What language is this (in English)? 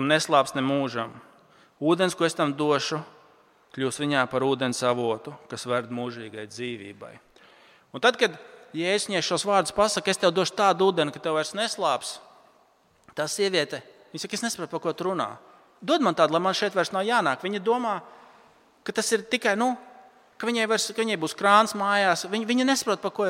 Latvian